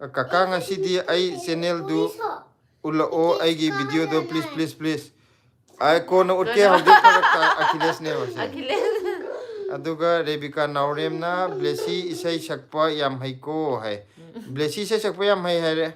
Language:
Manipuri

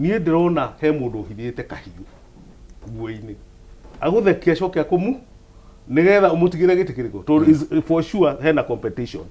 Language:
Kikuyu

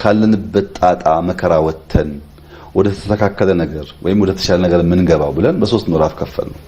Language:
Amharic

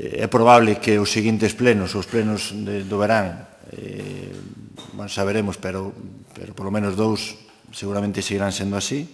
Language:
Galician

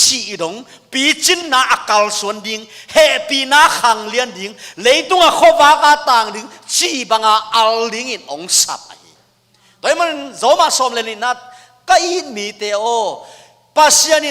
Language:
Tedim Chin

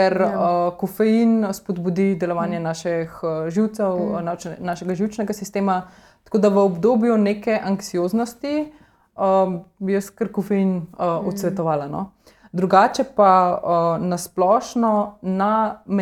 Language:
Slovenian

